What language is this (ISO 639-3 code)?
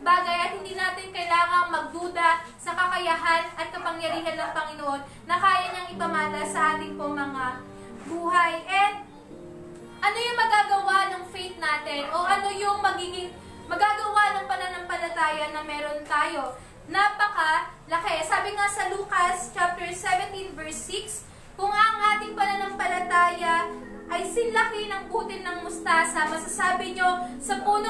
fil